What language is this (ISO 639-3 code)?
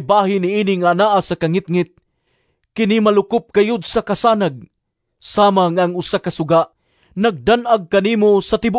ceb